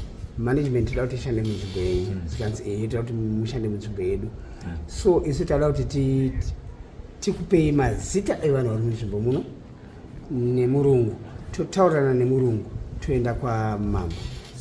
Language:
Shona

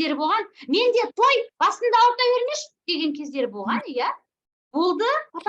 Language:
Kazakh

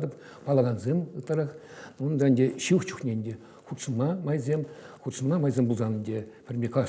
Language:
Chuvash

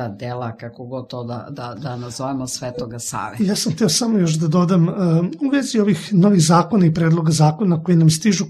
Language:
Serbian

